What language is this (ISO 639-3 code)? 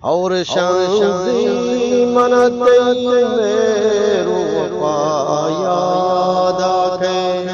bgp